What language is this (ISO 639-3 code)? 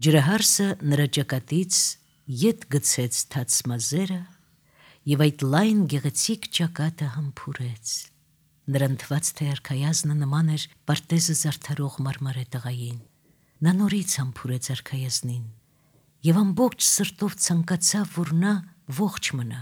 hye